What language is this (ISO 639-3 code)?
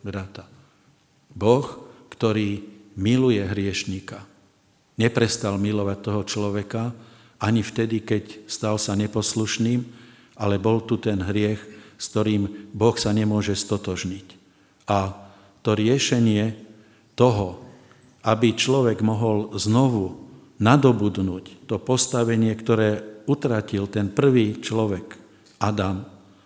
slk